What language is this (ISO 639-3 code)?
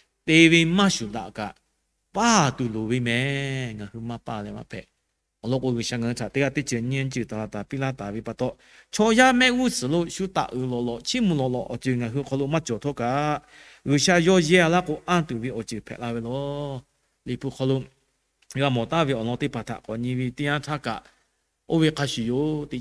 lhu